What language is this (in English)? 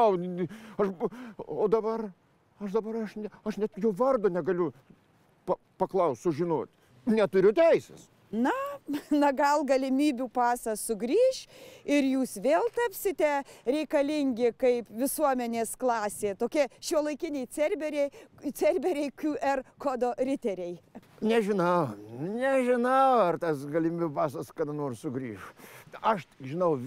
Lithuanian